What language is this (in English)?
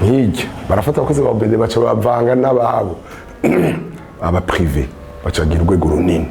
Rundi